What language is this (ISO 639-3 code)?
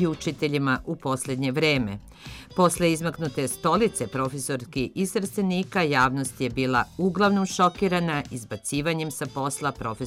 srp